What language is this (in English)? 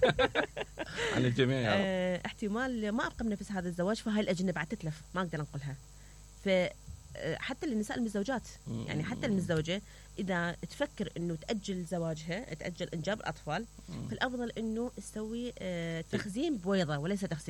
Mesopotamian Arabic